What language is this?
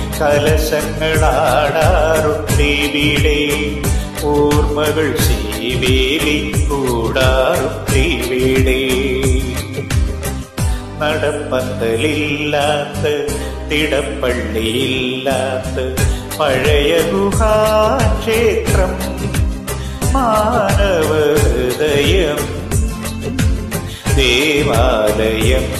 Malayalam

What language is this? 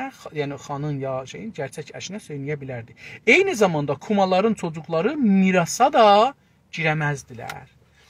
South Azerbaijani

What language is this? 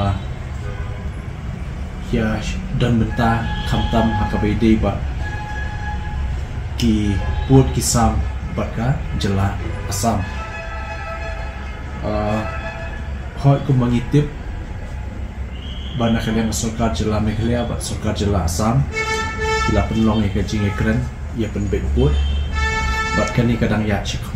Khasi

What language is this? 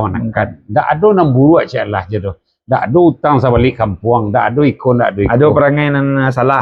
Minangkabau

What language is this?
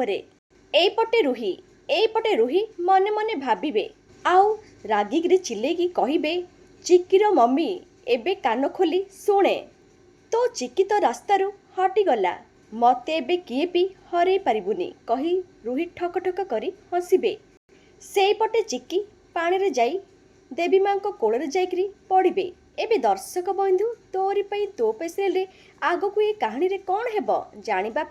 Odia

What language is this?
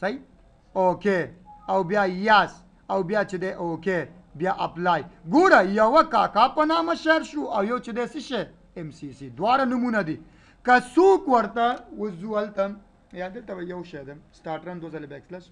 Pashto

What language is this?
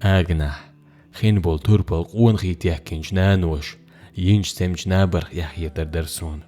Chechen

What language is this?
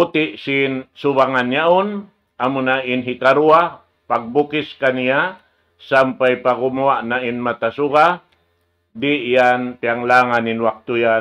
Tausug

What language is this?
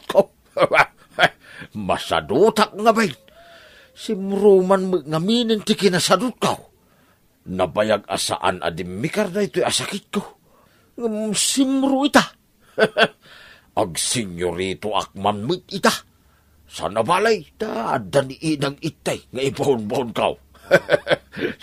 Iloko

